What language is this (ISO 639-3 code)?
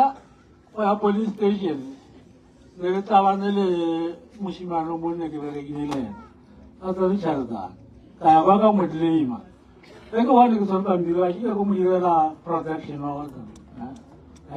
nso